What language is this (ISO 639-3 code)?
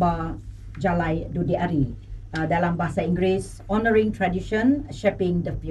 iba